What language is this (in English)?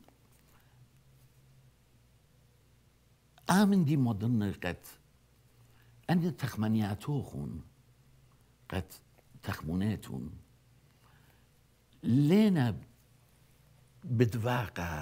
Assyrian Neo-Aramaic